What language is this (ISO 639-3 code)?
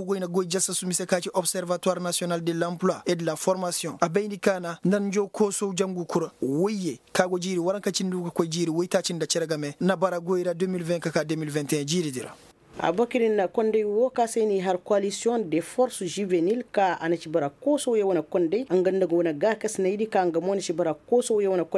ses